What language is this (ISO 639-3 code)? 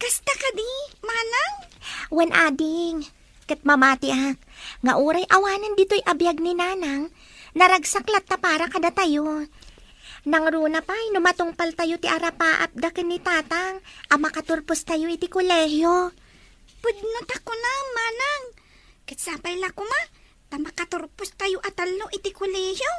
ilo